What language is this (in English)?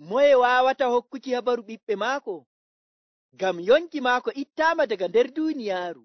Nigerian Fulfulde